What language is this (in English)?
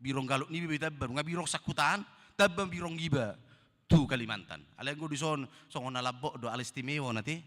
Batak Toba